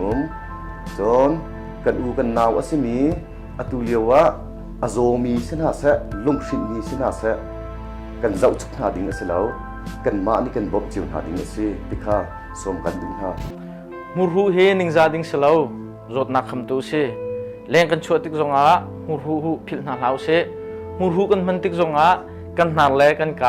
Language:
Hakha Chin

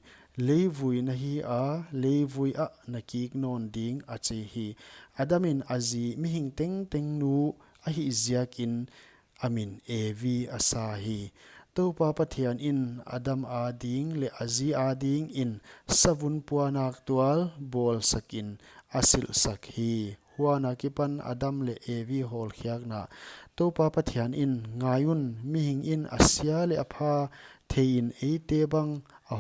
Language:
Paite Chin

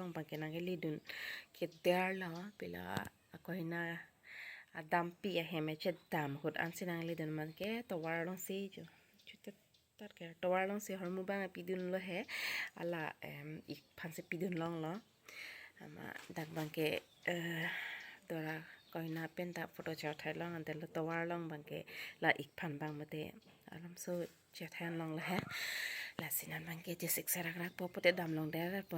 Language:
Karbi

